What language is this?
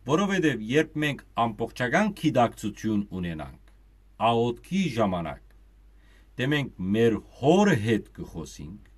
Western Armenian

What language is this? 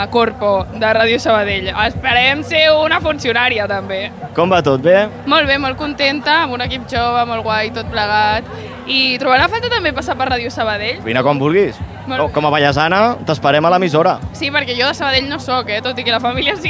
Catalan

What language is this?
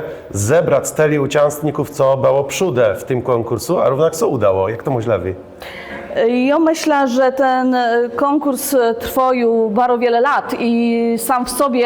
Kashubian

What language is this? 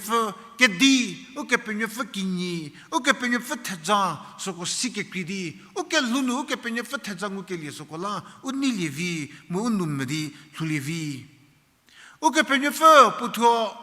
Angami Naga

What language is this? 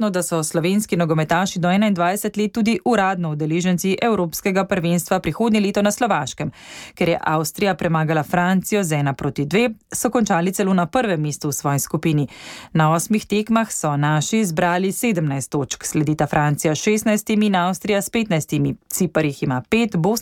Slovenian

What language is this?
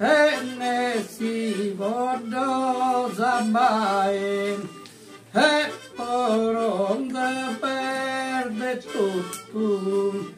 Sardinian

